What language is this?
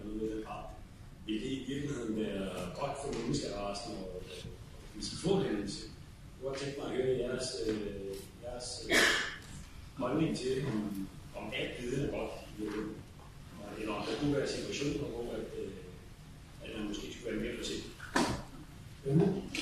Danish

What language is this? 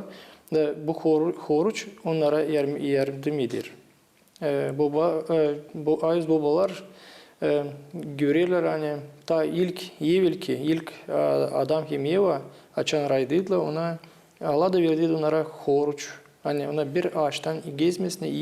Gagauz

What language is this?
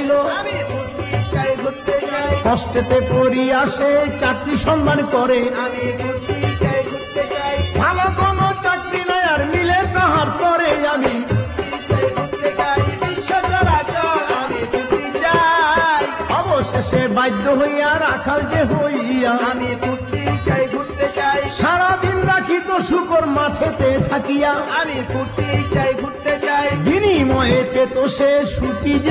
Bangla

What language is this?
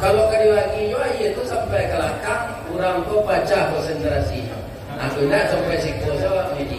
Minangkabau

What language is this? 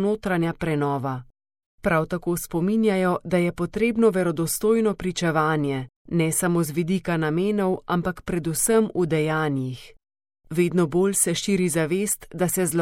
Slovenian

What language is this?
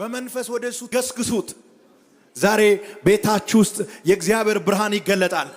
Amharic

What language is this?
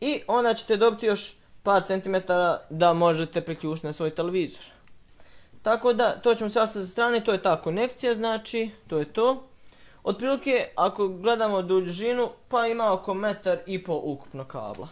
Bosnian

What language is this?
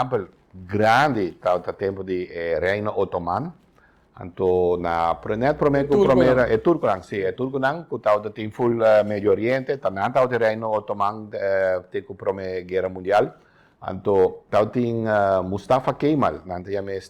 Papiamento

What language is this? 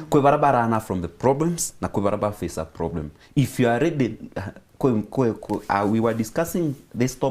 Meru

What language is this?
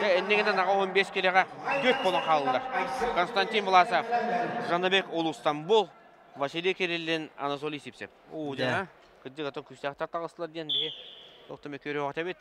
Yakut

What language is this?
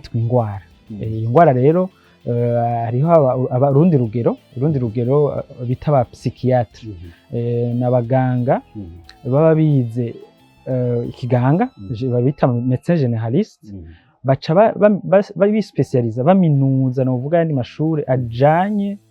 Rundi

